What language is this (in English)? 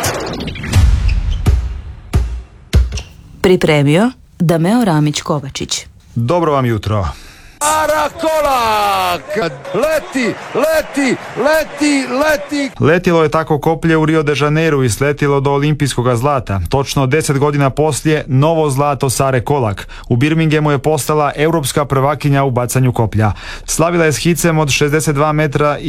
Croatian